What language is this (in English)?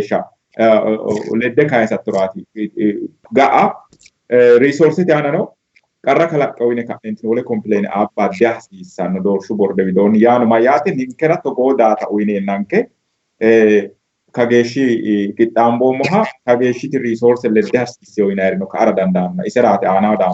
Sidamo